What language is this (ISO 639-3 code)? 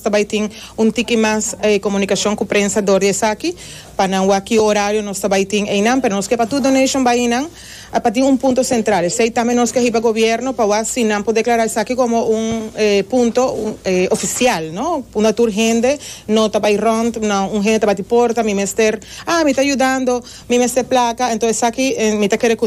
pap